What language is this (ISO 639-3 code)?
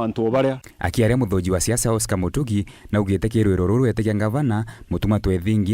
mer